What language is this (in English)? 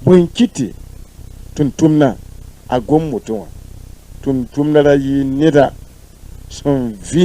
Mossi